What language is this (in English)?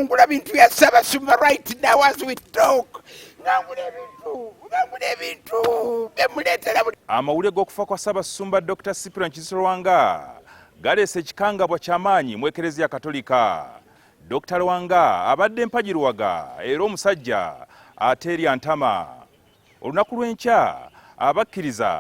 Ganda